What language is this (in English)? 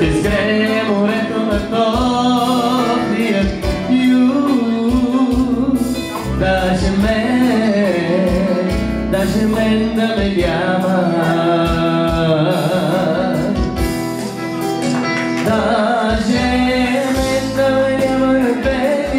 Bulgarian